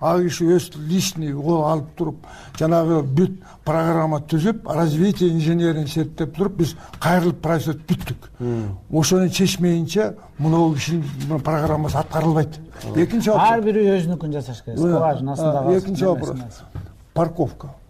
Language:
Kyrgyz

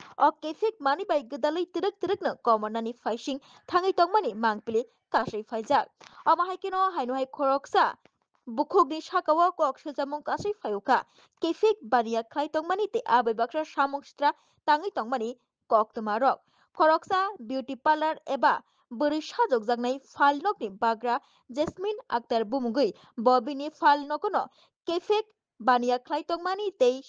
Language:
Kok Borok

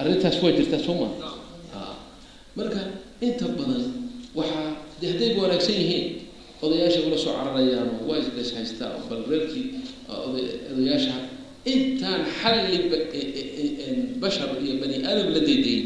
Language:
Somali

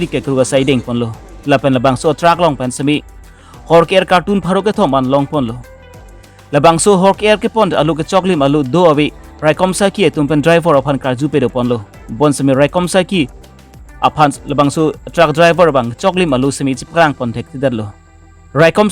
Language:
Karbi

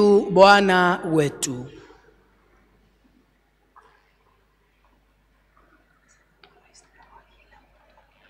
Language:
Swahili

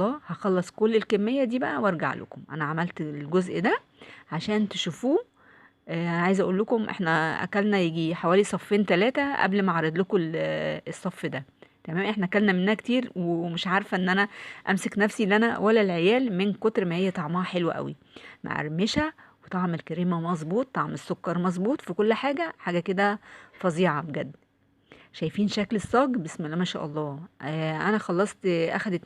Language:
Egyptian Arabic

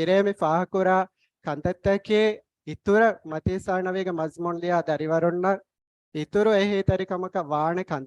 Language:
Divehi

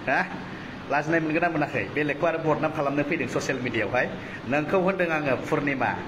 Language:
Bodo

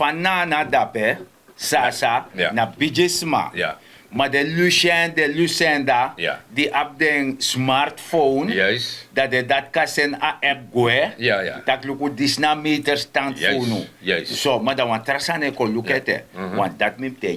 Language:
Sranan Tongo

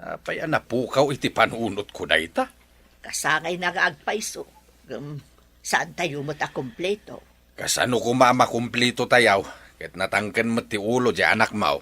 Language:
Iloko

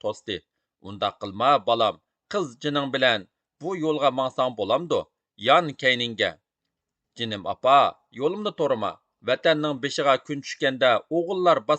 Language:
Uyghur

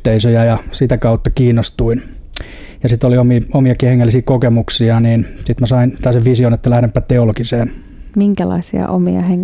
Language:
Finnish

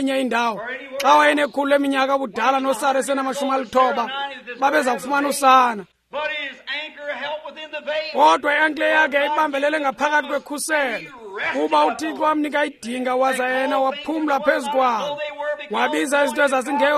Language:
Xhosa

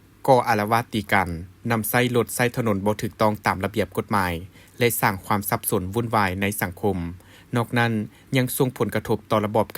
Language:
Lao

